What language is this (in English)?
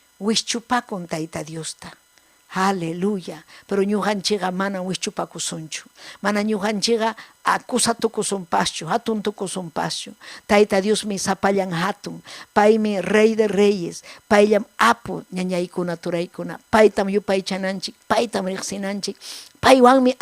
Ayacucho Quechua